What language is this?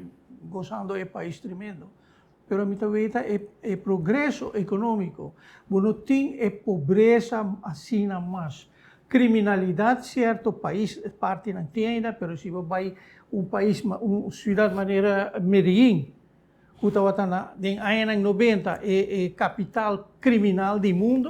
Papiamento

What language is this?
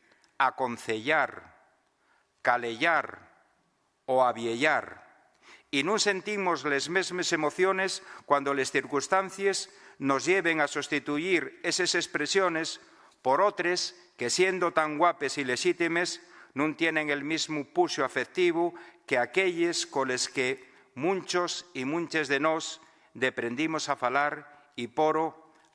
Asturian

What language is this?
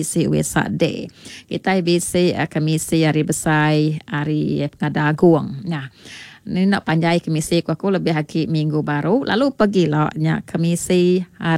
Iban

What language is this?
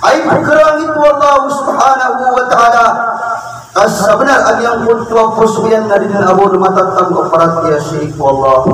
Maranao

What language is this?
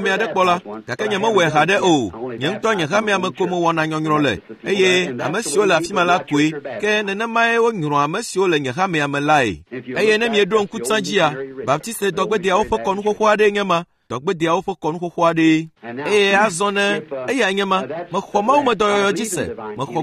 Ewe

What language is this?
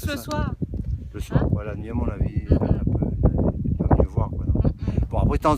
Réunion Creole French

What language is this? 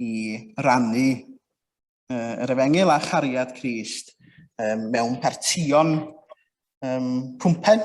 Welsh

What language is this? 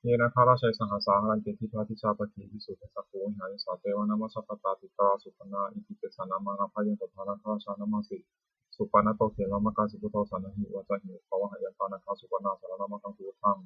Pali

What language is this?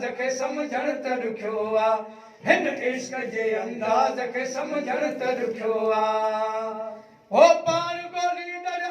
Sindhi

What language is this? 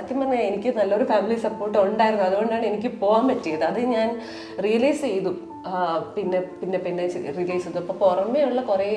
Malayalam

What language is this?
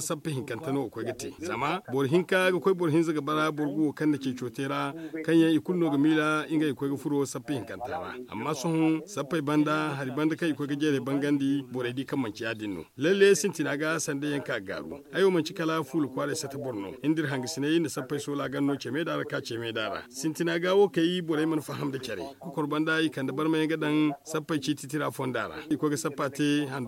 Zarma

